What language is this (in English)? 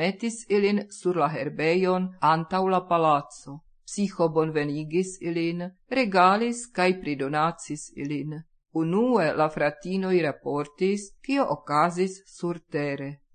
Esperanto